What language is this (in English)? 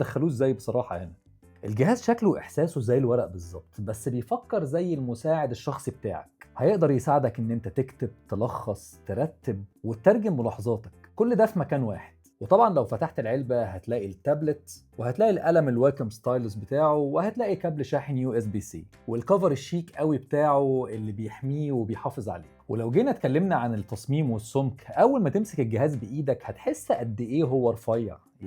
Egyptian Arabic